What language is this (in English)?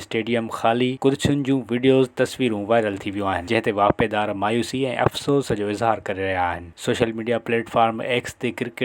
Sindhi